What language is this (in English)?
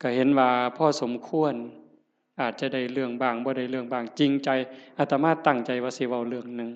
Northeastern Thai